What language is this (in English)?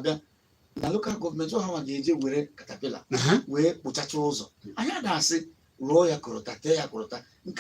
Igbo